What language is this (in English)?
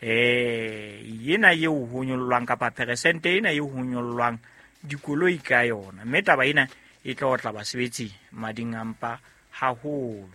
Southern Sotho